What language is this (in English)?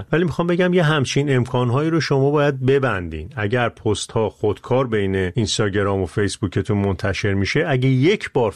Persian